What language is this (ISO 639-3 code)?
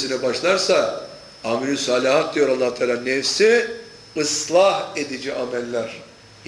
tur